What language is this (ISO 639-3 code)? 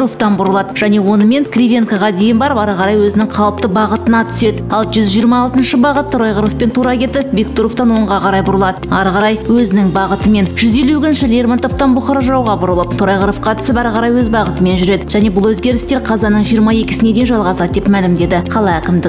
kaz